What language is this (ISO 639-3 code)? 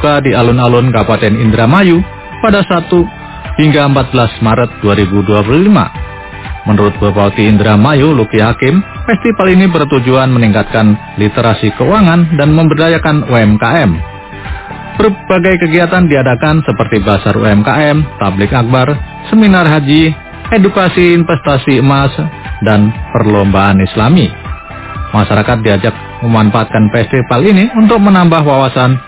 ind